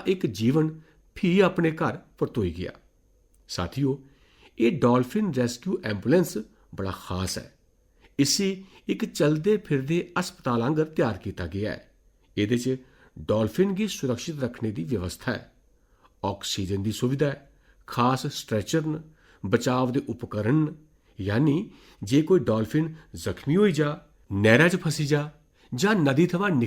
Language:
Dogri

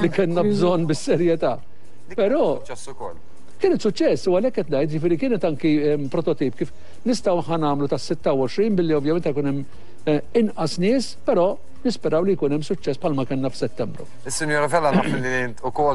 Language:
Maltese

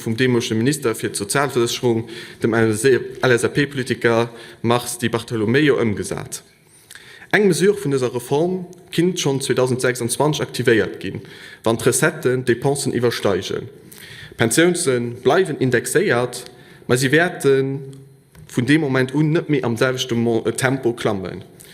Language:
Luxembourgish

